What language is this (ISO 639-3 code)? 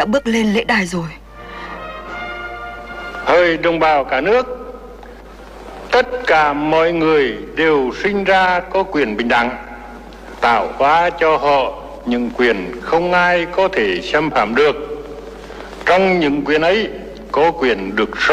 vie